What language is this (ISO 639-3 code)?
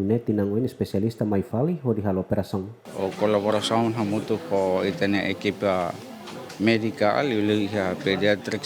tet